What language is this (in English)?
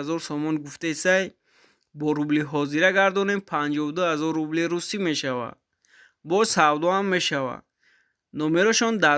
Tajik